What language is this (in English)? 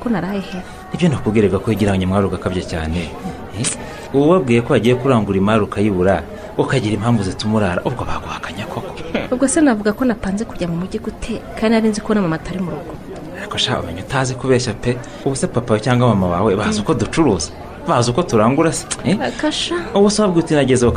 Kinyarwanda